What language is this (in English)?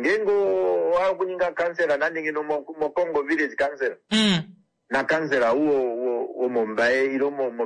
Kuanyama